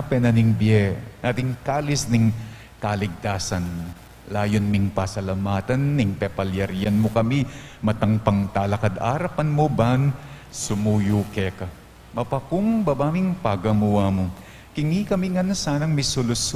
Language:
Pampanga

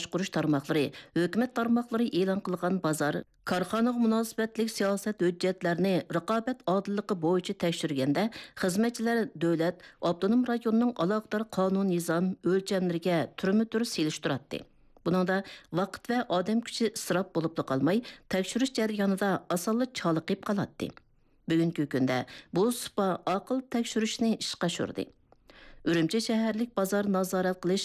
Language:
Uyghur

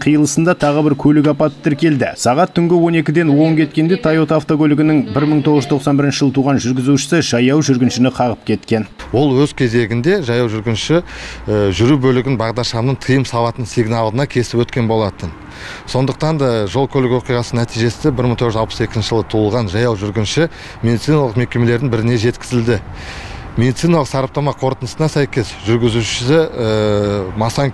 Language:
Kazakh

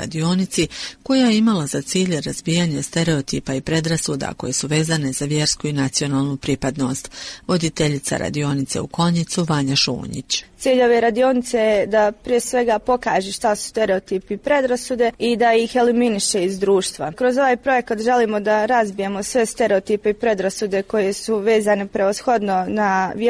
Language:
Bosnian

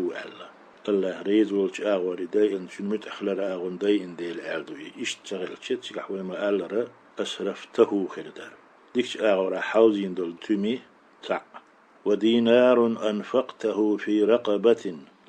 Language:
Chechen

